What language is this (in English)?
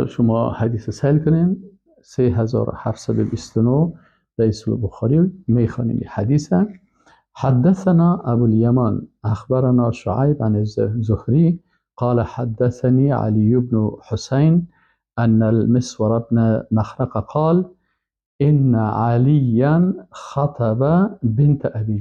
Persian